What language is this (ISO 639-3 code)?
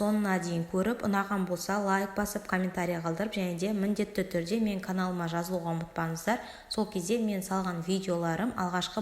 kaz